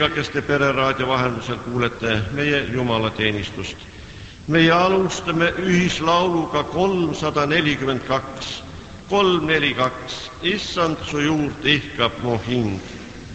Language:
Estonian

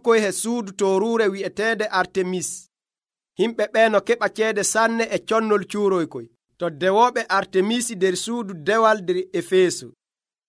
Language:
Nigerian Fulfulde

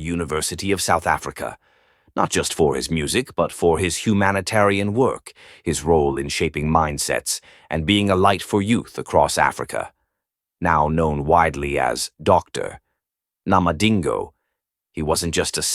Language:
English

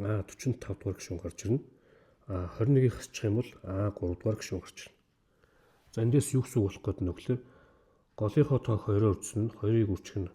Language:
Mongolian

